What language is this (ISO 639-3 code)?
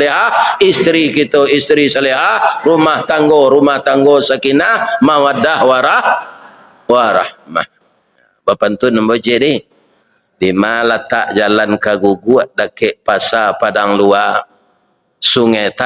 min